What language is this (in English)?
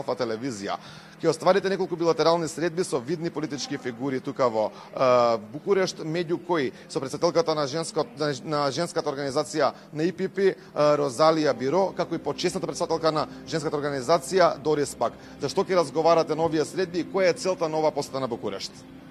Macedonian